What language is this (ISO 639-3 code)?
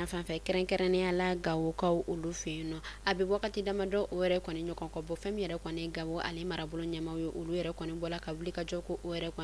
bam